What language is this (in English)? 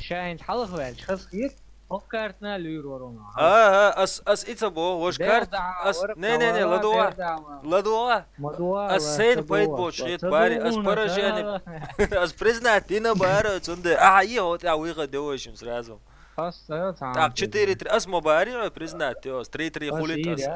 Chechen